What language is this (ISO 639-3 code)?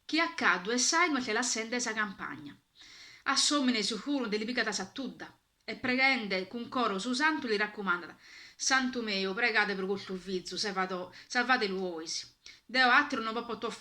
srd